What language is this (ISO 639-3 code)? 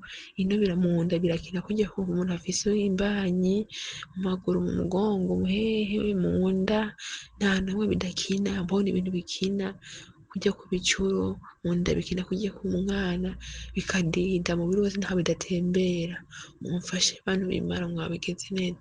run